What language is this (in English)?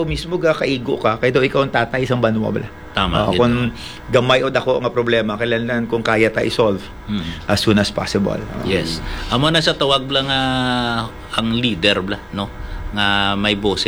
Hiligaynon